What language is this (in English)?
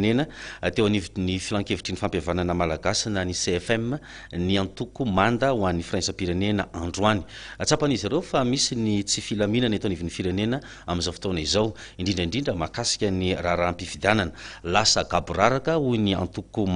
Malagasy